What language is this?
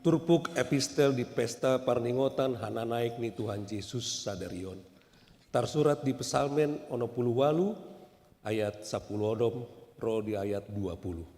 Batak Toba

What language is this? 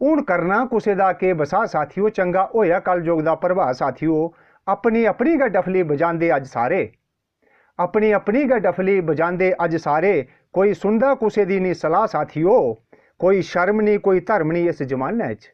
Dogri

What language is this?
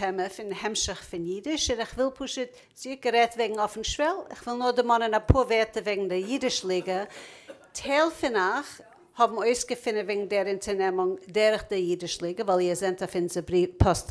Yiddish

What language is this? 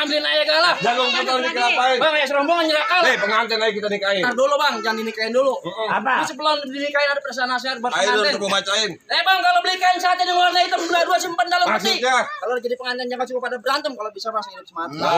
Betawi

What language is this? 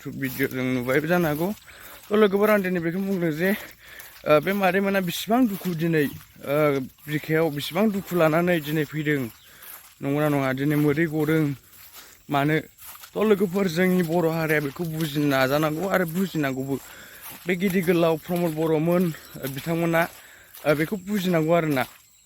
Bodo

